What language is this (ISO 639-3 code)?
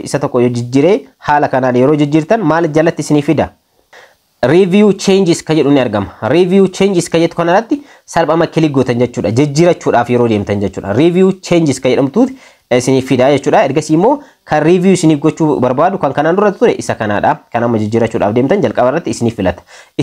orm